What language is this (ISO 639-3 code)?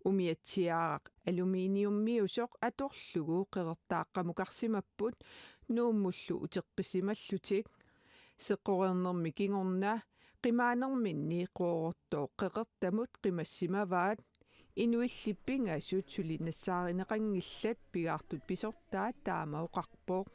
kal